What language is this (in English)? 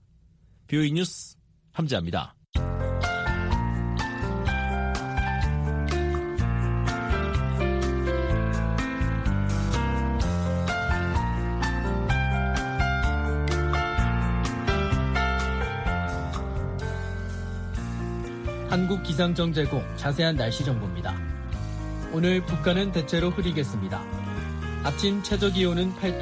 Korean